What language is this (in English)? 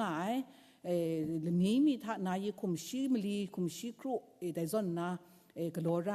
Kachin